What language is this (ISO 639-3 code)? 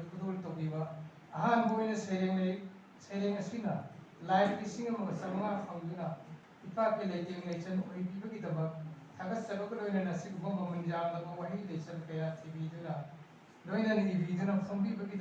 mni